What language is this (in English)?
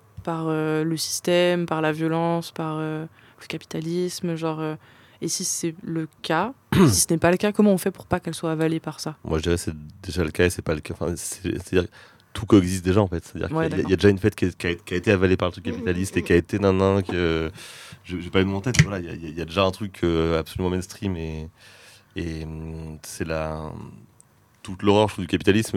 French